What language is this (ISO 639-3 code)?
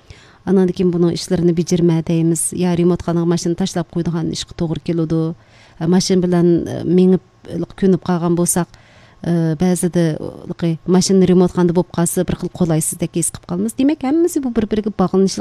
uig